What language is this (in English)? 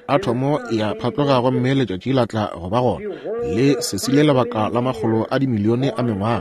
Northern Sotho